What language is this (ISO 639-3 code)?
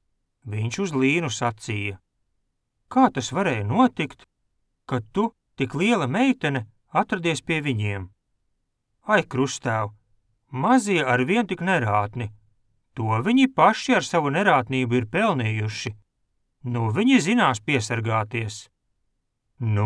lav